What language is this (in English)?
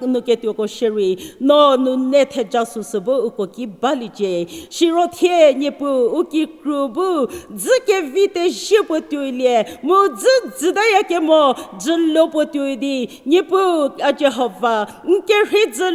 Angami Naga